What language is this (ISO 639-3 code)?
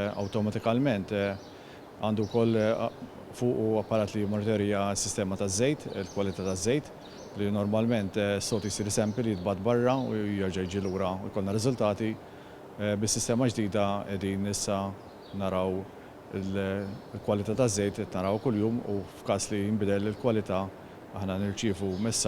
mlt